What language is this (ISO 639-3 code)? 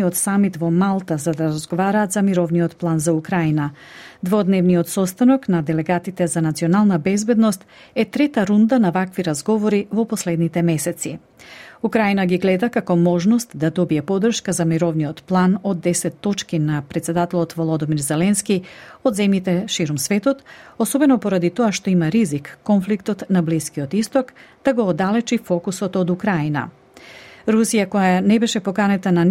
mkd